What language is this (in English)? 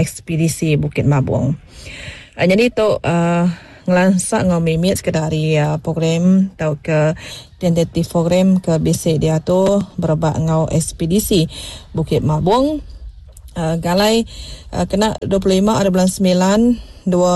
Iban